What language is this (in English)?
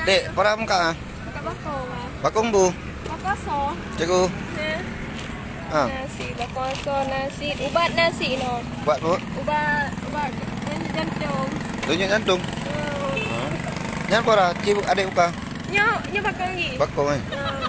Achinese